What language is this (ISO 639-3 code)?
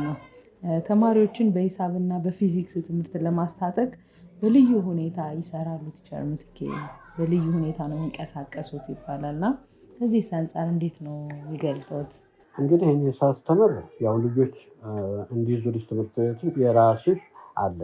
amh